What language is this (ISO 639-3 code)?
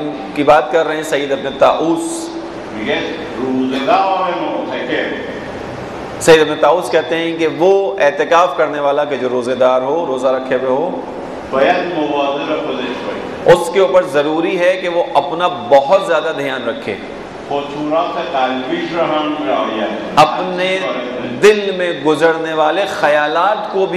urd